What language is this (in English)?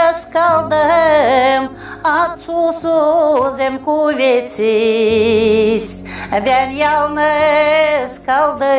Gagauz